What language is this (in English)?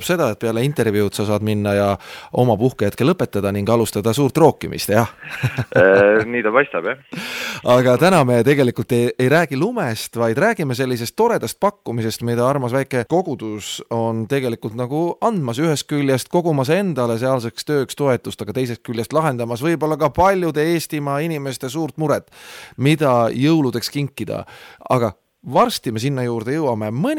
Estonian